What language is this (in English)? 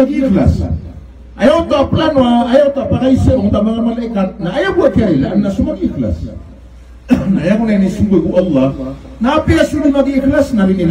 Maranao